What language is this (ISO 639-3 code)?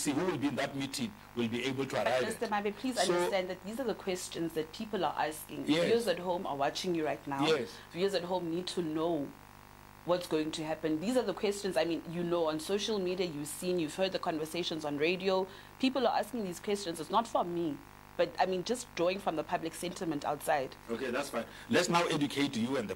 eng